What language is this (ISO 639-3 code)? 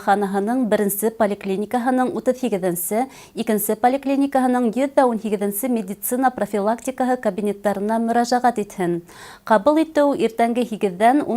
bak